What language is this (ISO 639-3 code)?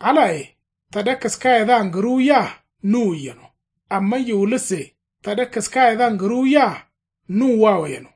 kau